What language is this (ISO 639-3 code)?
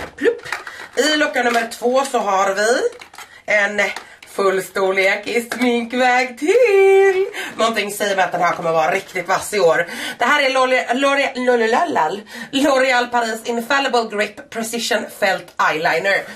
swe